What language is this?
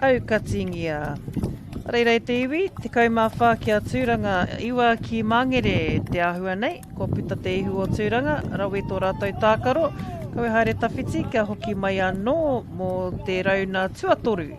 Māori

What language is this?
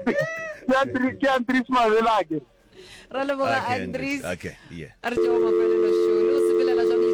Northern Sotho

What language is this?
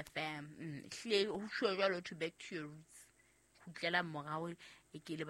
Southern Sotho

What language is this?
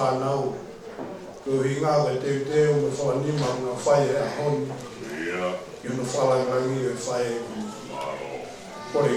Tongan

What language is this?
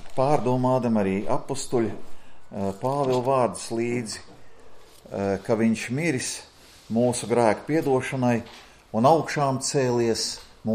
Latvian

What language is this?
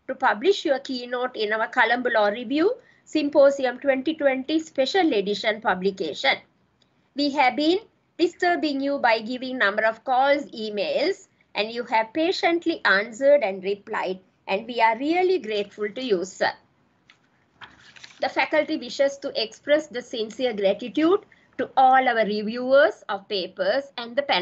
English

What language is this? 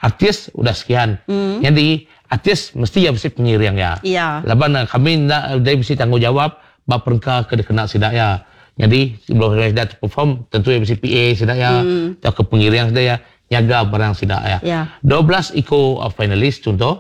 Iban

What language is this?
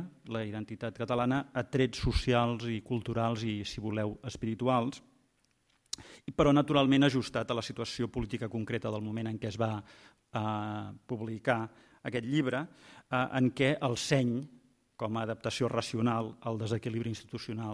Catalan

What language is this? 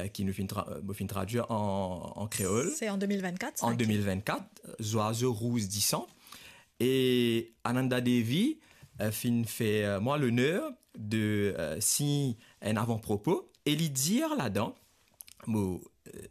Morisyen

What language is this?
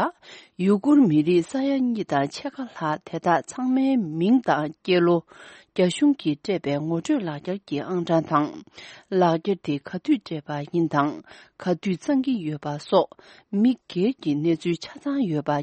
Tibetan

